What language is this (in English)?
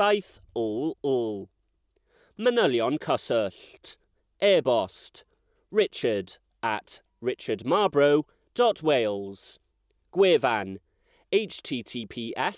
Welsh